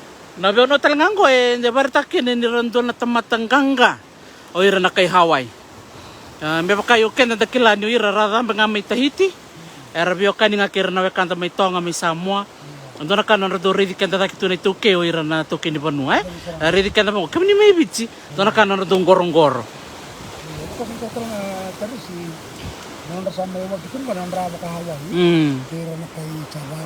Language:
Fijian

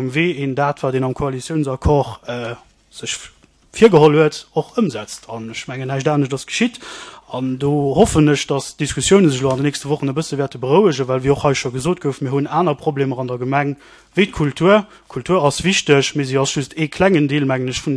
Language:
Luxembourgish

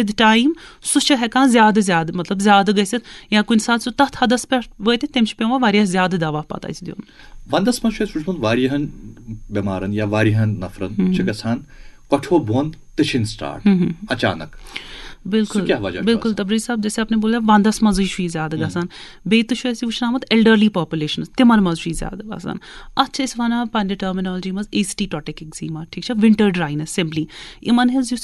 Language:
Kashmiri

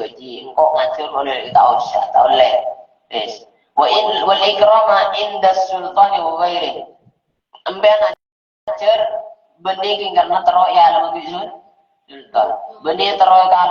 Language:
Madurese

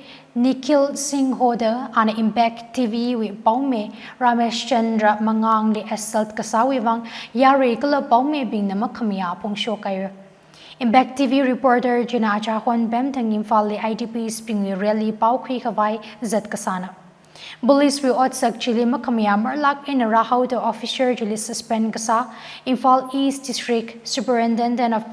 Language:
Tangkhul Naga (India)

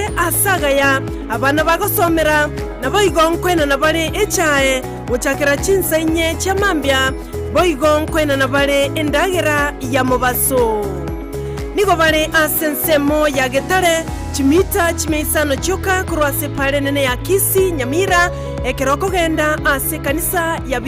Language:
Gusii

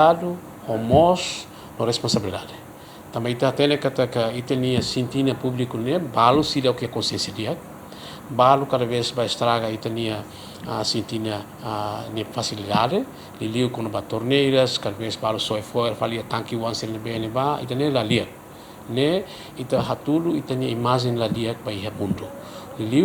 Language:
Tetum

